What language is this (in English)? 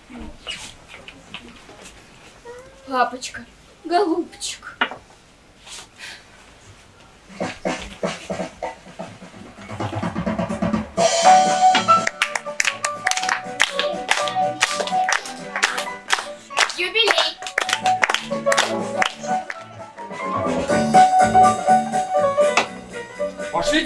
Russian